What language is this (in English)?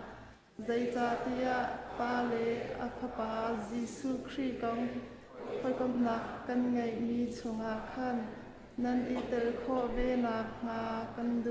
Hakha Chin